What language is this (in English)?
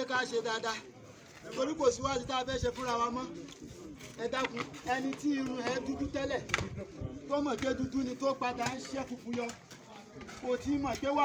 Yoruba